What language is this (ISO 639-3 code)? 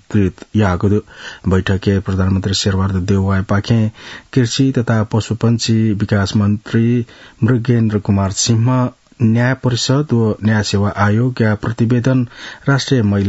new